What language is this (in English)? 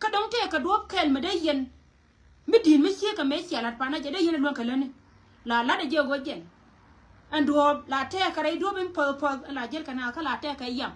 Nuer